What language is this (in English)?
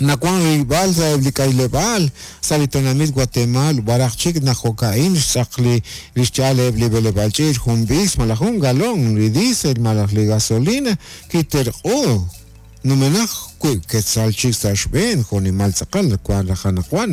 Kekchí